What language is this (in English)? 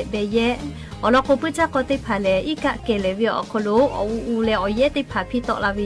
Lahu